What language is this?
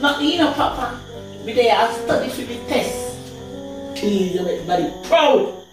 Jamaican Creole English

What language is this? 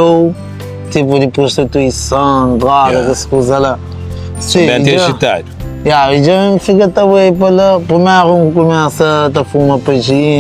Kabuverdianu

